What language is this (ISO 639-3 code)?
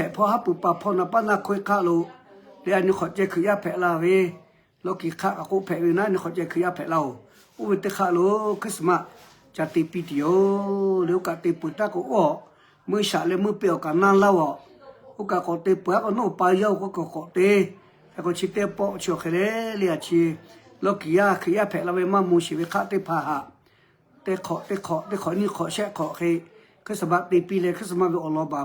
lhu